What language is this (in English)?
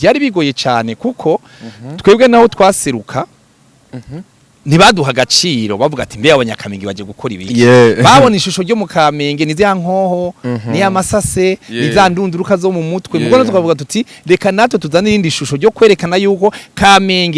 Rundi